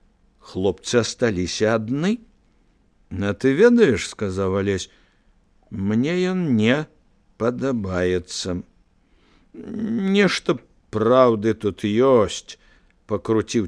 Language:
Belarusian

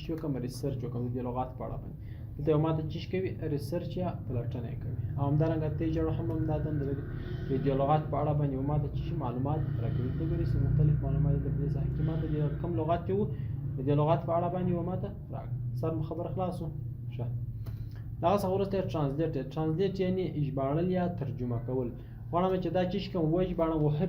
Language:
Pashto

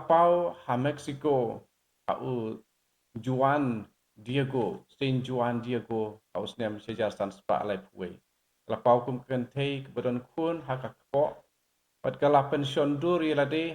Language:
Khasi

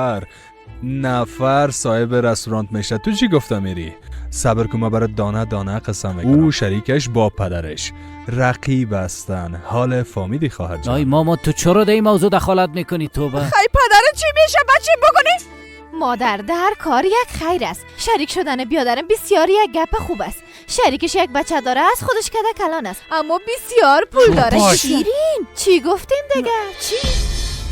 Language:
Persian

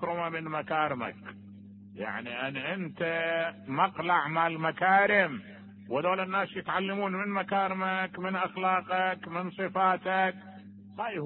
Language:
Mesopotamian Arabic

